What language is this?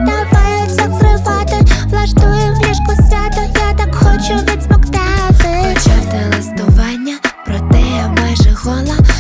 Ukrainian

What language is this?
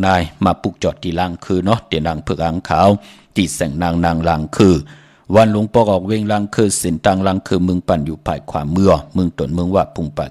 Shan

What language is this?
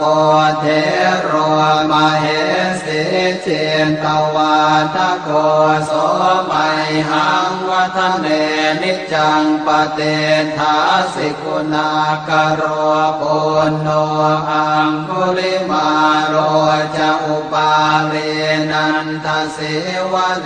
Pali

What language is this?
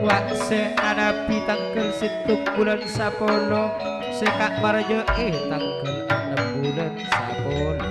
Madurese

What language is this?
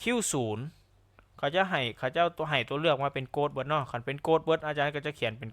Lao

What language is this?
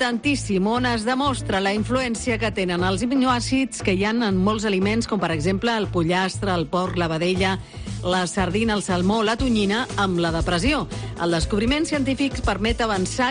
Catalan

